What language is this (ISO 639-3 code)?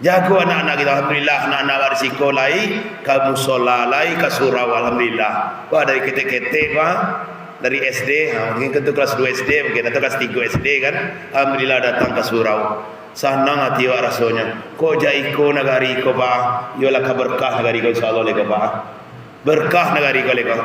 min